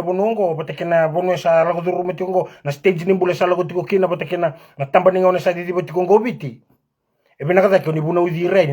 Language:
Fijian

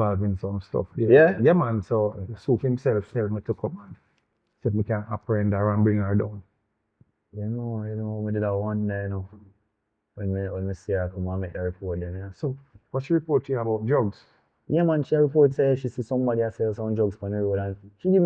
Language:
Jamaican Creole English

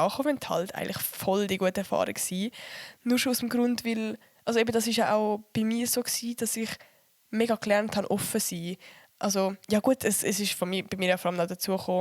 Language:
Swiss German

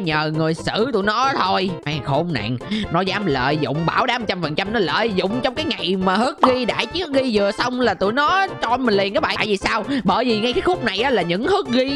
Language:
Vietnamese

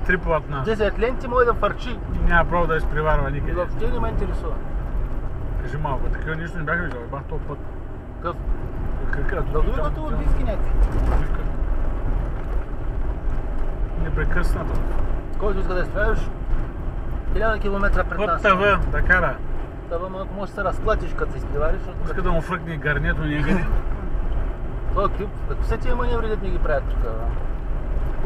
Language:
Bulgarian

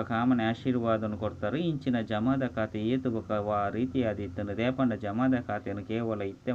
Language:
Tulu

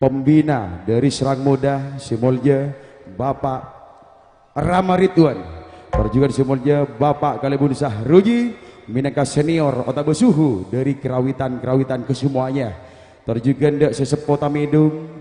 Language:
Madurese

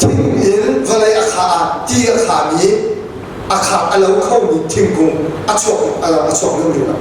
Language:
Hakha Chin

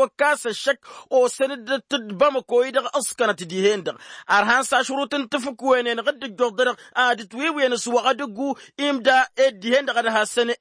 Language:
Tamasheq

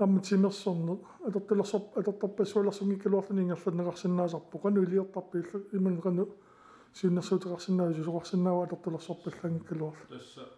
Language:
Kalaallisut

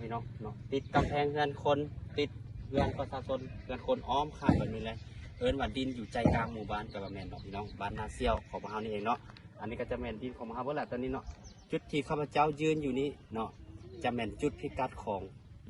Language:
Lao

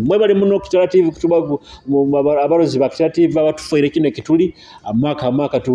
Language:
Nyoro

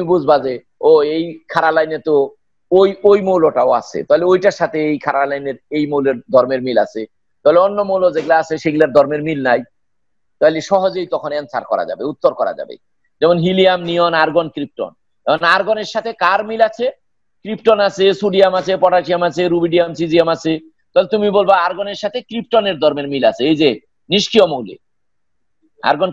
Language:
Bangla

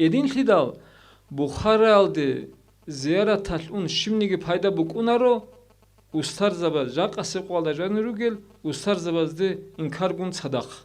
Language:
Avaric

